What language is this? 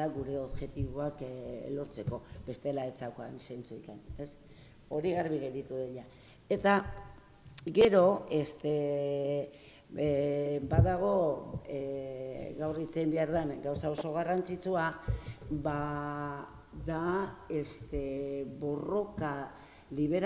Basque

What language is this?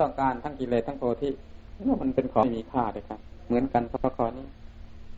Thai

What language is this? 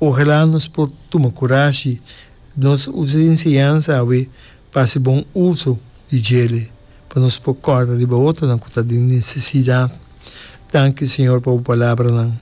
Papiamento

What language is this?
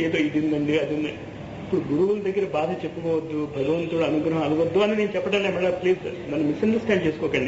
Telugu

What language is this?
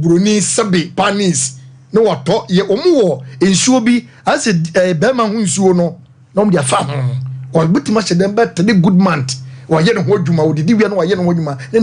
Akan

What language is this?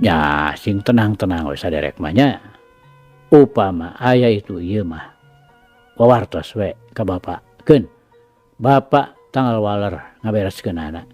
Sundanese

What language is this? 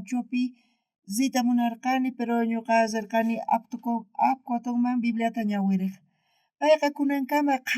South Bolivian Quechua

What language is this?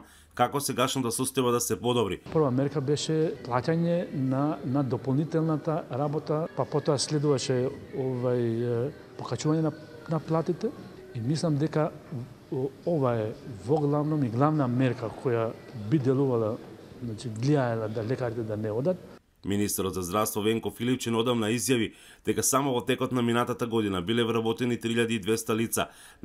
Macedonian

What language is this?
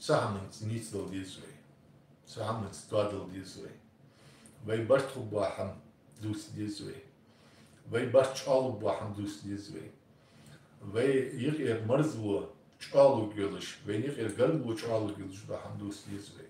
Ingush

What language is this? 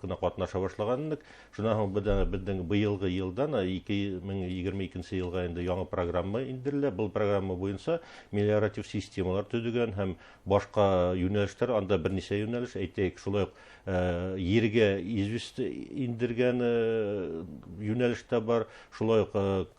Bashkir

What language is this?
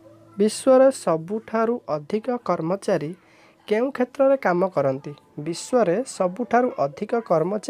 Odia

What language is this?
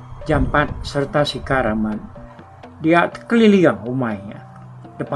Iban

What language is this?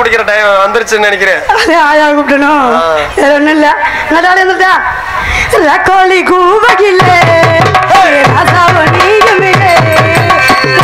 Tamil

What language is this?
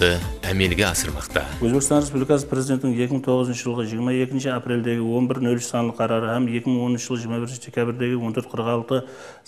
Kara-Kalpak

